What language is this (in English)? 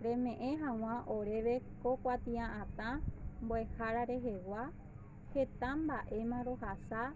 Guarani